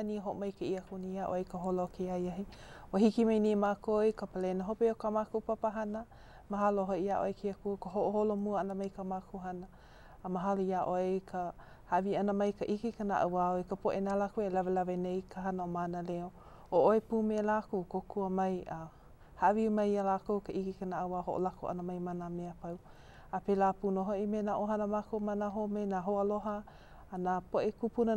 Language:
Hawaiian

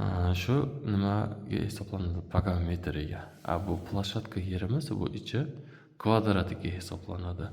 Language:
Uzbek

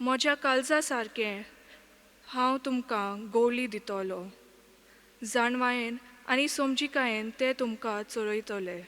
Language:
Konkani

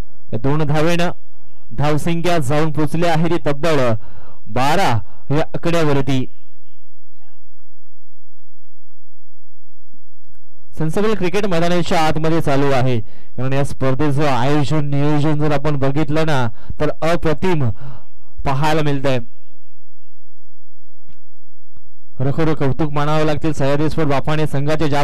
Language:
Marathi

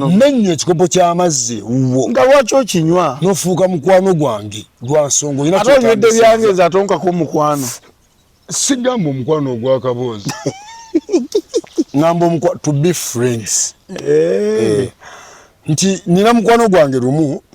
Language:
Ganda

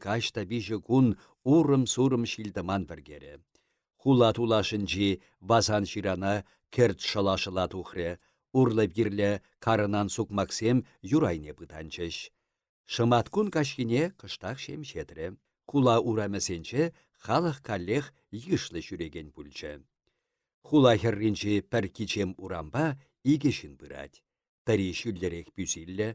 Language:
Chuvash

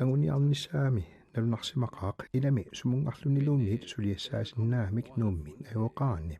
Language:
Kalaallisut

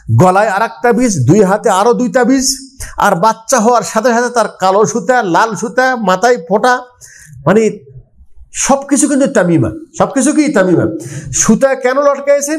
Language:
Bangla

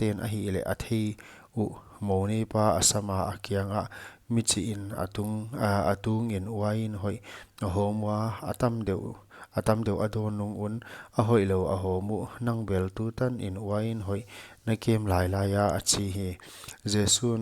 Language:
Paite Chin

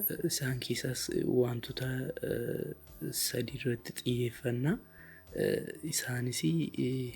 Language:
Oromo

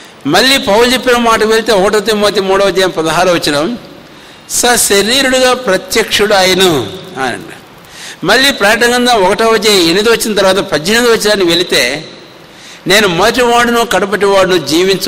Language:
Telugu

